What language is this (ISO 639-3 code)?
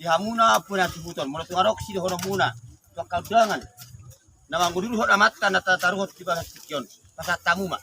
bbc